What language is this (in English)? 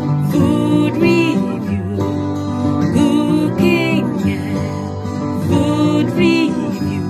Jamaican Creole English